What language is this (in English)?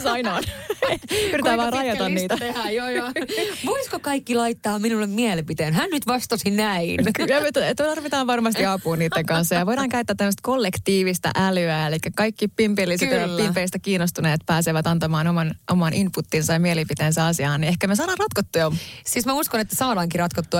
Finnish